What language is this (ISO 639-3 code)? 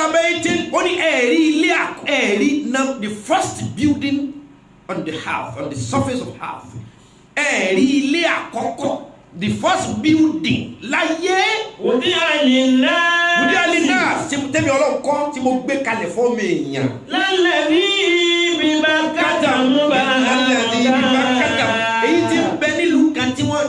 yor